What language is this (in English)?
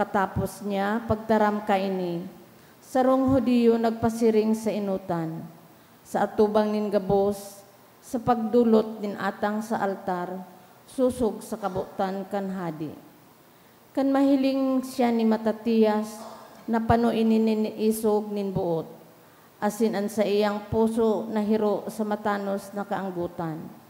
Bikol